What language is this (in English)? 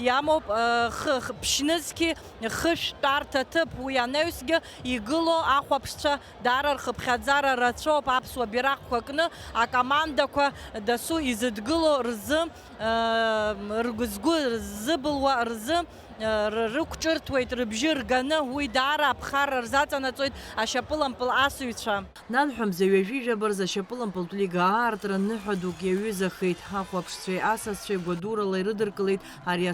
Abkhazian